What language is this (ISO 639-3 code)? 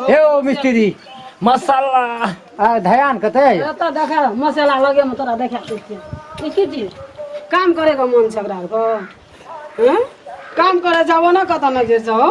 mai